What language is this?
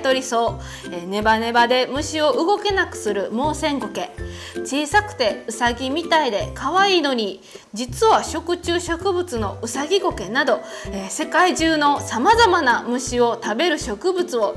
Japanese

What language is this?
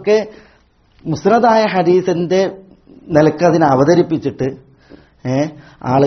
Malayalam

